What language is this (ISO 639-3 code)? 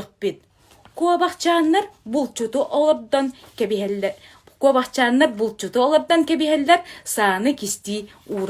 sah